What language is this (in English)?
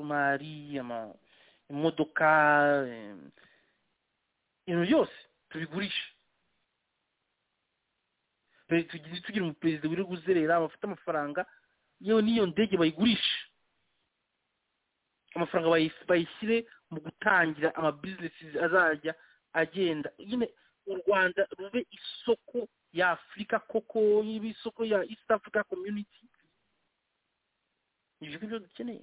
Kinyarwanda